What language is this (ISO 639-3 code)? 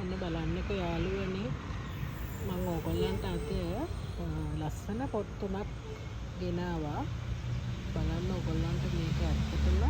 sin